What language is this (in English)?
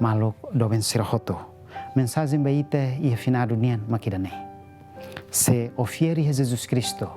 Tetum